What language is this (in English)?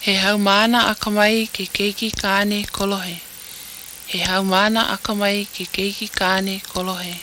Hawaiian